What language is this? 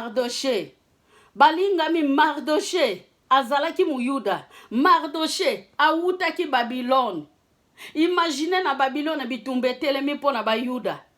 Lingala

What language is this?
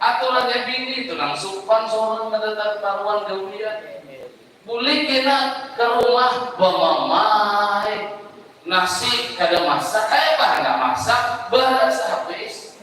Banjar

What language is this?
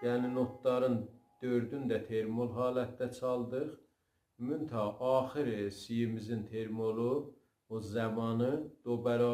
South Azerbaijani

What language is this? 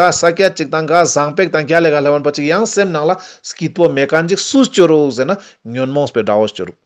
Ladakhi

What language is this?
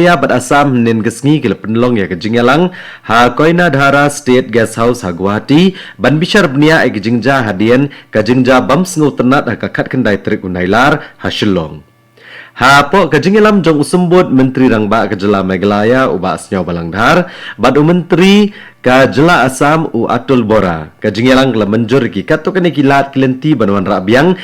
Khasi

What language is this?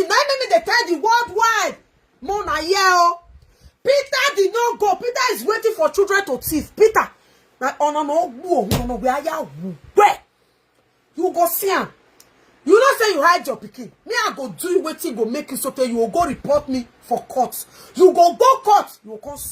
Nigerian Pidgin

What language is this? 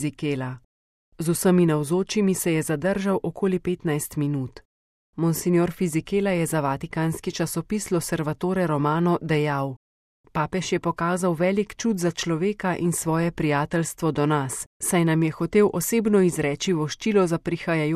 Slovenian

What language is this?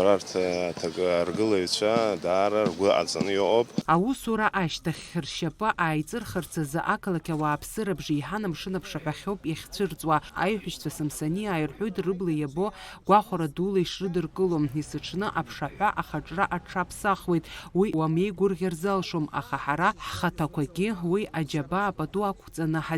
Abkhazian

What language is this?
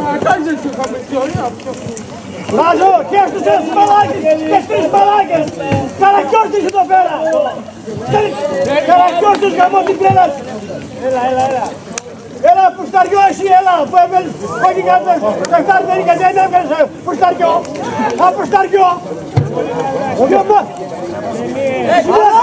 Greek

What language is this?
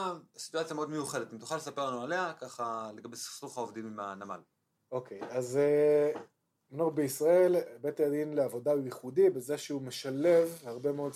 Hebrew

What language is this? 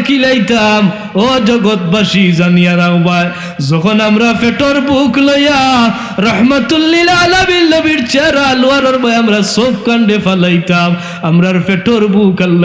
Sylheti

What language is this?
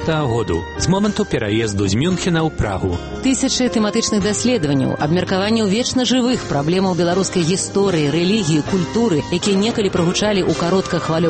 Belarusian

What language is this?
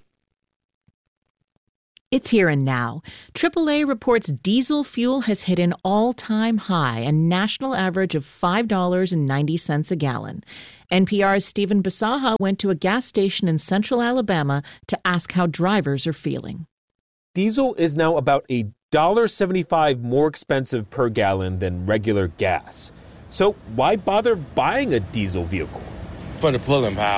English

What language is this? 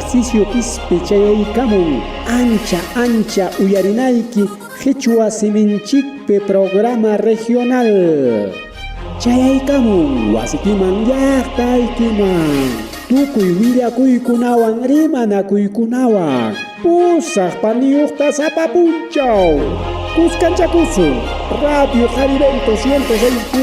Ayacucho Quechua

